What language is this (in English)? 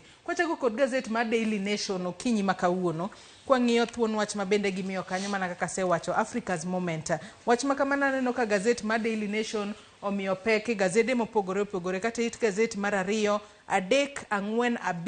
Luo (Kenya and Tanzania)